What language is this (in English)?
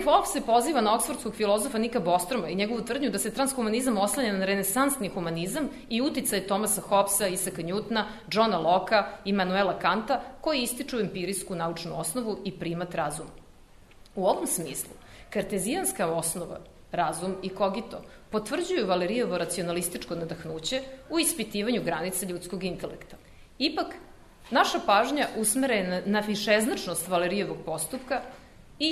Serbian